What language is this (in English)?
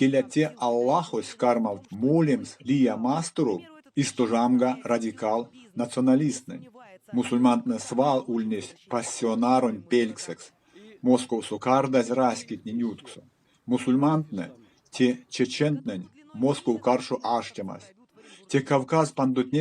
Erzya